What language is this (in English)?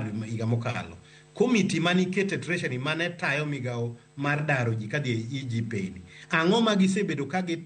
Luo (Kenya and Tanzania)